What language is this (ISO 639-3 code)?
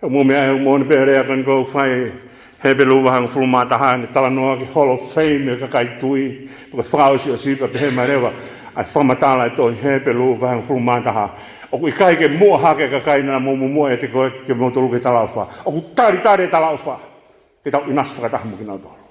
ton